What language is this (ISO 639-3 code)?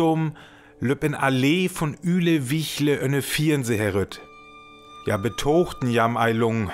frr